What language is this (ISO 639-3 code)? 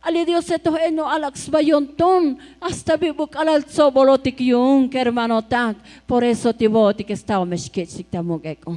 tzo